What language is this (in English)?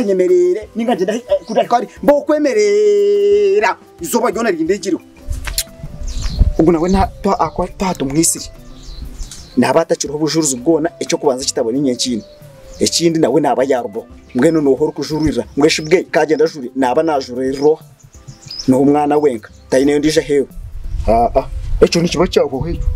Kinyarwanda